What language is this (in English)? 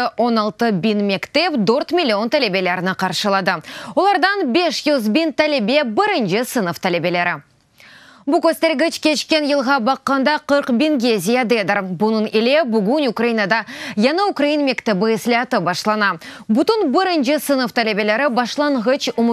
Crimean Tatar